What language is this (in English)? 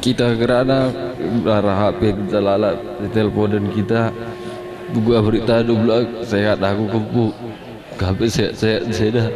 Batak Karo